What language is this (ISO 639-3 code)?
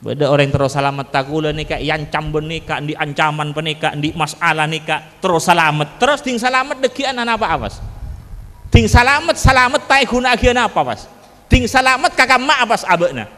mad